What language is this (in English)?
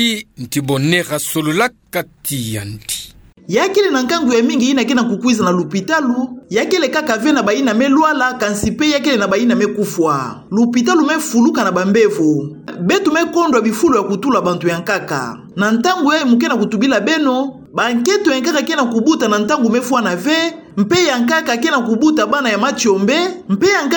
Kituba (Democratic Republic of Congo)